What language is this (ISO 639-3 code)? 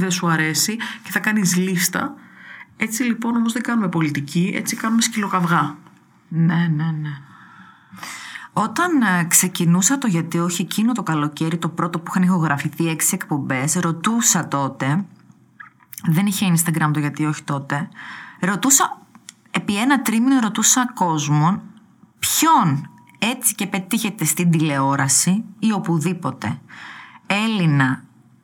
ell